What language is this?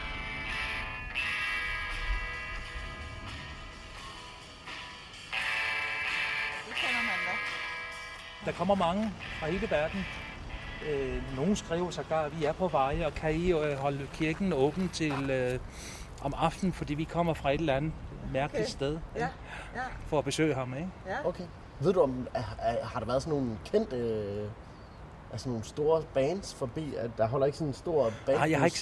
Danish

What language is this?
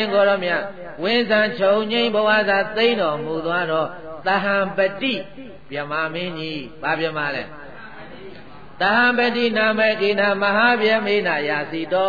Burmese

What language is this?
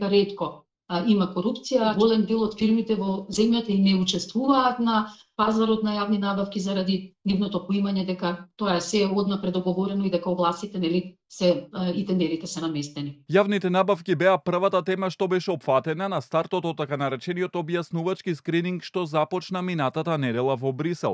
Macedonian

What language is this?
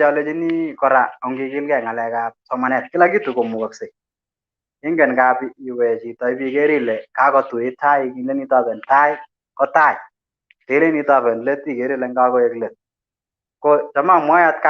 Kalenjin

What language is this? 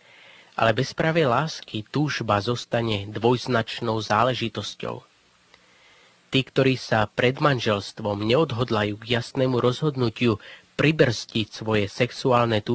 Slovak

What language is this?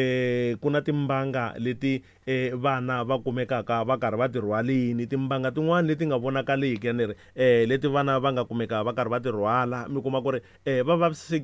Tsonga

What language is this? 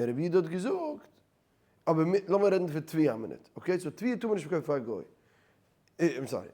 Yiddish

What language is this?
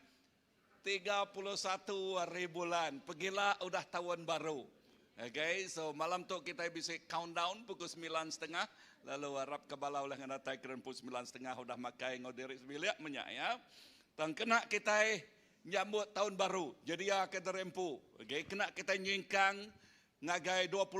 Iban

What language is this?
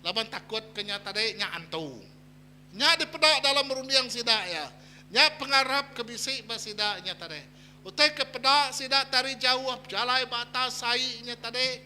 Iban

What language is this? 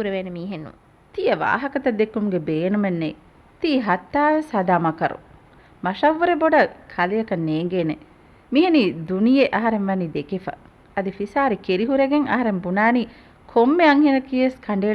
Divehi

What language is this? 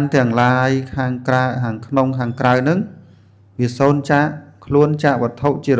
Khmer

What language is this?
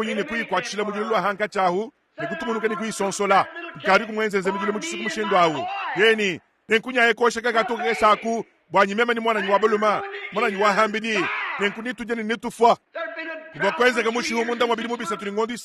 Luba-Lulua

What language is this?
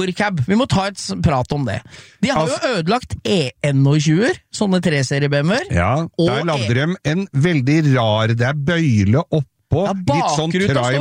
Norwegian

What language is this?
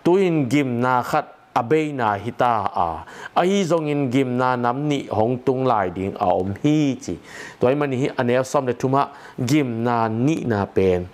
Tedim Chin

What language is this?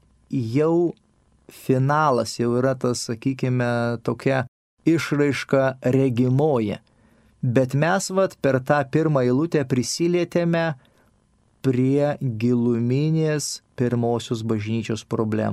Lithuanian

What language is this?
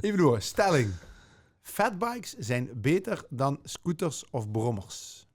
Limburgish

